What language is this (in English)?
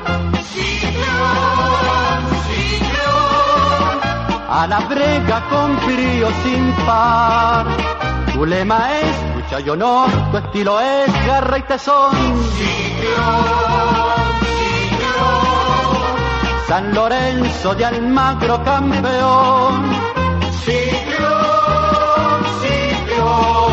Spanish